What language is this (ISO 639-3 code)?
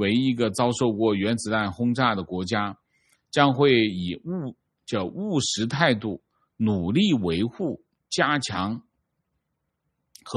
zho